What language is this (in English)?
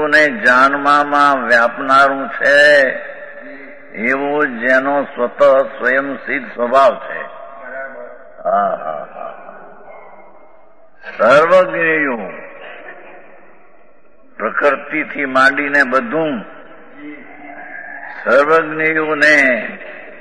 Gujarati